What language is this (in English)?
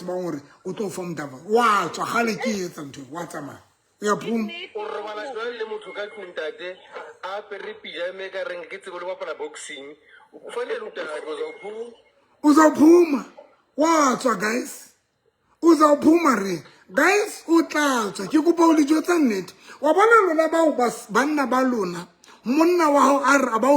Southern Sotho